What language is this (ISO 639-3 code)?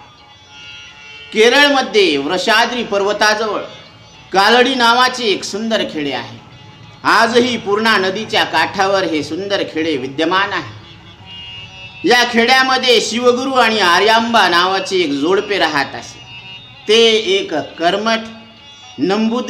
mar